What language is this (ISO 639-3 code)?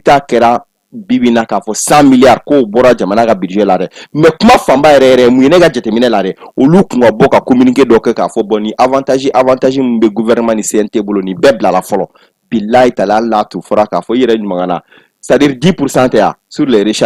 bam